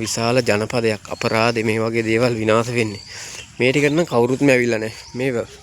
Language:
Sinhala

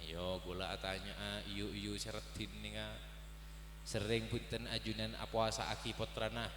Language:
Madurese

